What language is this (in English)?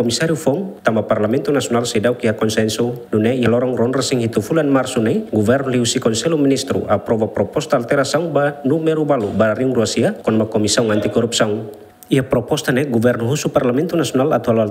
Tetum